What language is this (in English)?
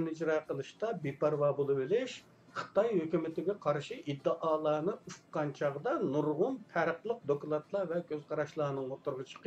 Uyghur